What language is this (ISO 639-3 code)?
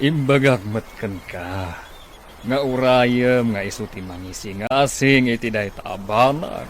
ilo